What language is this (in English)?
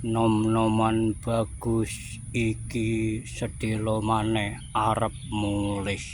Javanese